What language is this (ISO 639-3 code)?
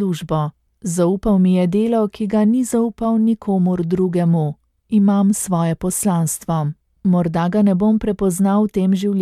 slv